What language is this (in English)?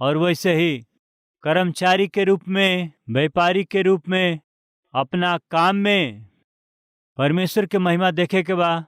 Bhojpuri